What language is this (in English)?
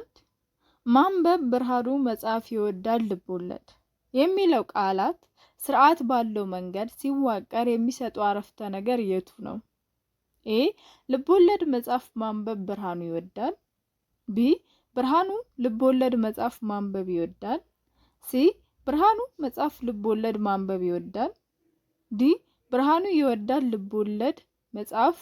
Amharic